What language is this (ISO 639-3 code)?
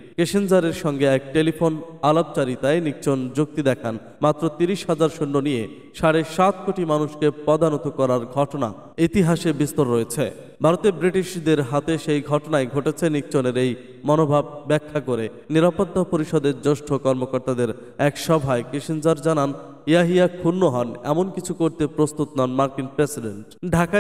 ben